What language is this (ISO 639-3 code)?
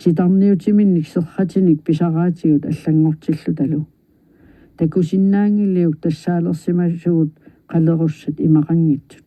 kal